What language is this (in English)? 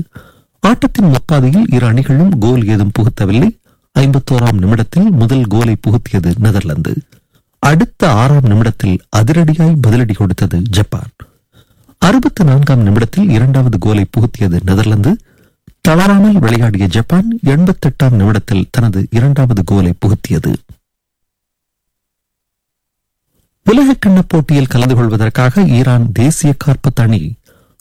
Tamil